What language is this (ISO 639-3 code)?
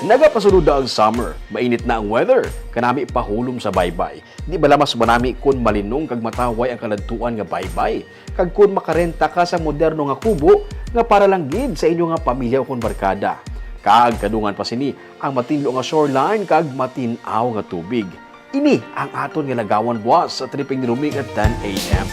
hil